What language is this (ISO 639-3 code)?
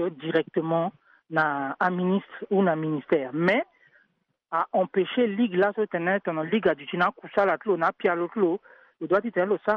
sag